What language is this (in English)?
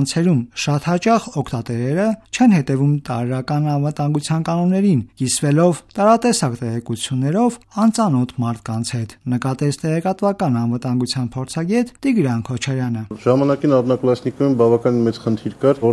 Armenian